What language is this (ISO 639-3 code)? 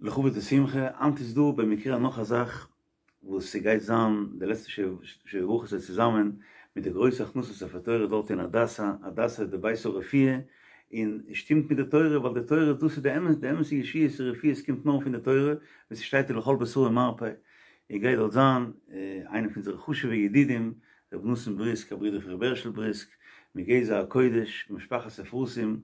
yid